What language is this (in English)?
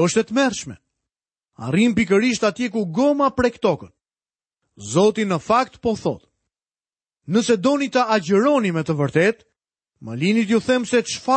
Albanian